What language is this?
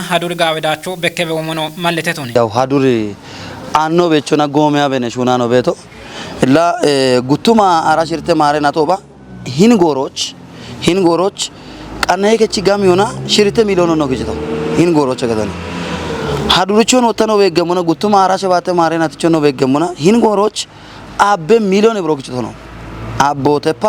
Kafa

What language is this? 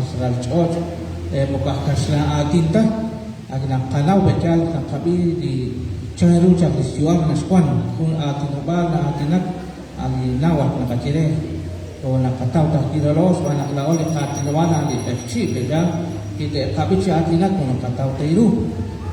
Kekchí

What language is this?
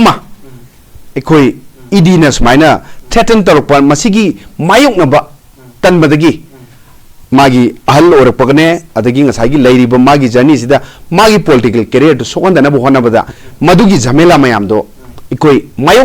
Manipuri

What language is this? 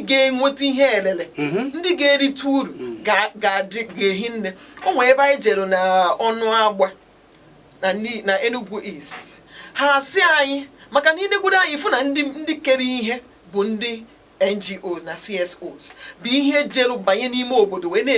Igbo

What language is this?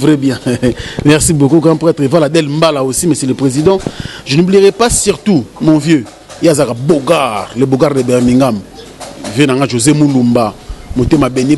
Lingala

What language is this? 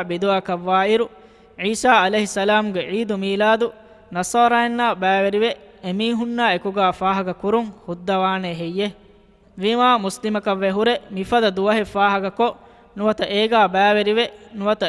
Divehi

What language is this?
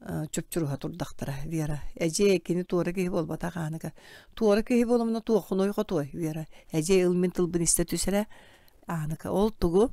Yakut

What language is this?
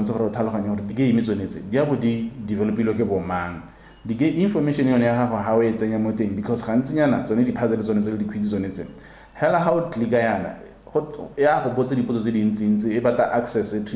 Tswana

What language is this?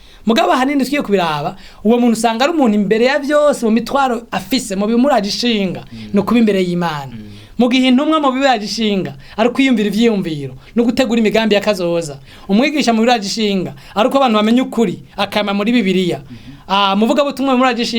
Rundi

